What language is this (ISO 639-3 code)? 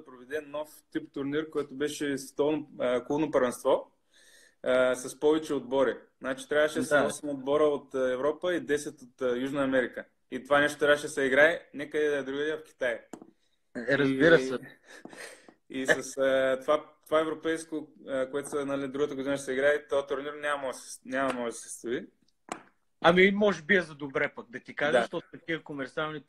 bul